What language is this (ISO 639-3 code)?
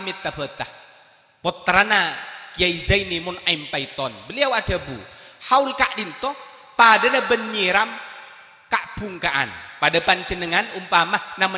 mad